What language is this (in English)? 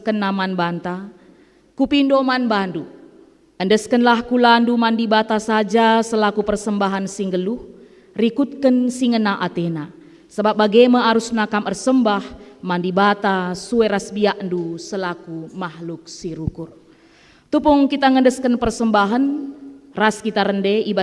Batak Karo